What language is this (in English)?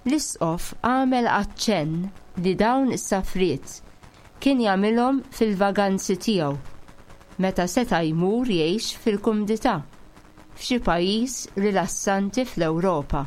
Maltese